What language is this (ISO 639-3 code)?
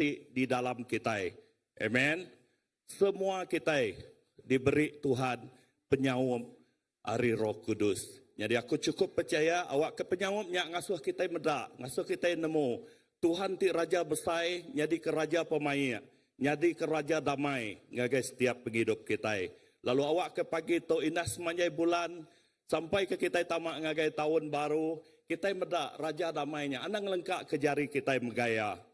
iba